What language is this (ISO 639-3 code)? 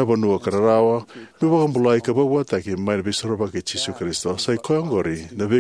fij